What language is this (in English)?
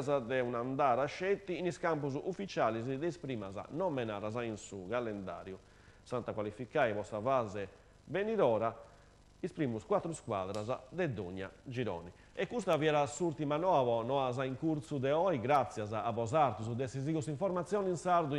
Sardinian